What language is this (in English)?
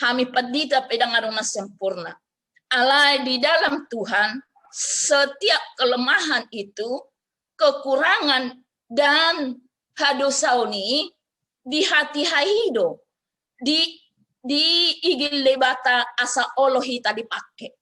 Batak Toba